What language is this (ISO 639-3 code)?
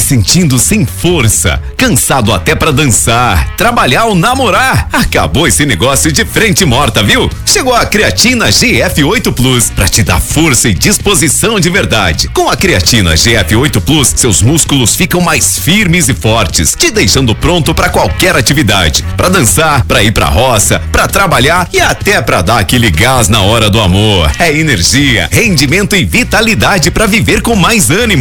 por